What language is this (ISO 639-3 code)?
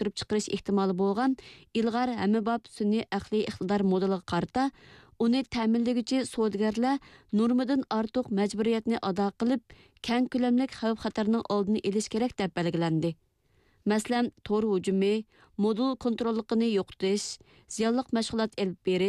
uig